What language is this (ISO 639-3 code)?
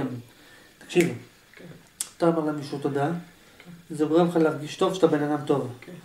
heb